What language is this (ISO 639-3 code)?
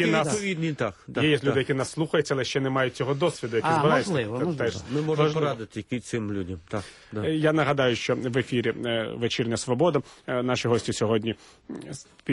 ukr